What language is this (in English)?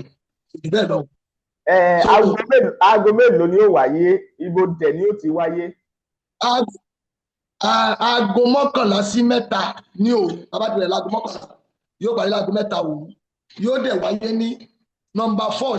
Yoruba